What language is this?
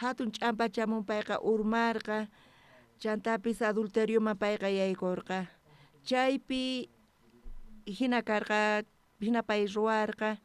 South Bolivian Quechua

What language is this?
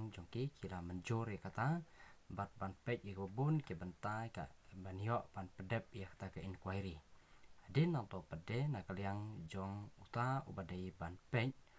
Khasi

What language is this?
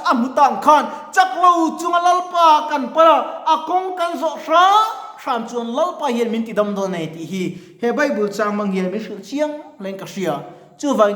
Mizo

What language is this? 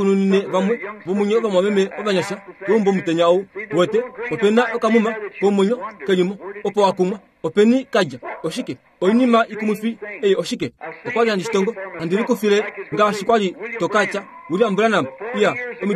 Kuanyama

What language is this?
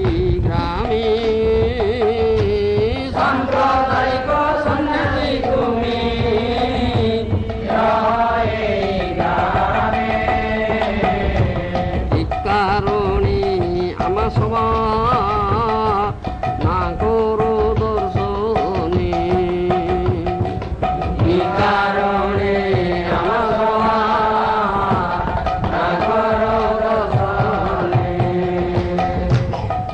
Odia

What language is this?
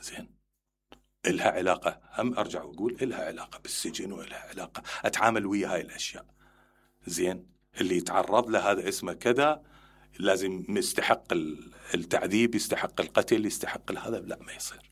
Mesopotamian Arabic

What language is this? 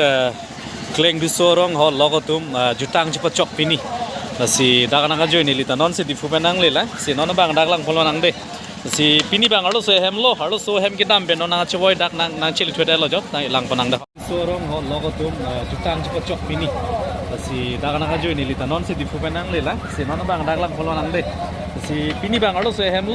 Karbi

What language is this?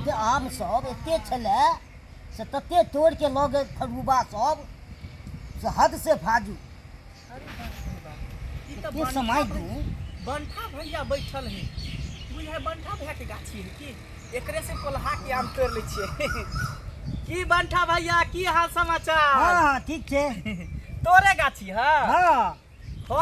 Maithili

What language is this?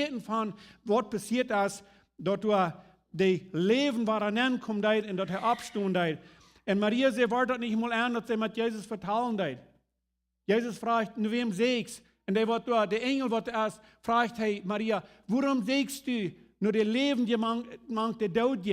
Plautdietsch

